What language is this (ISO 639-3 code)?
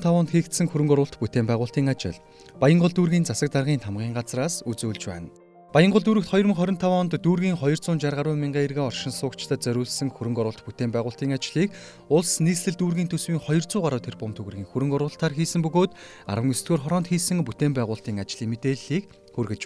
mon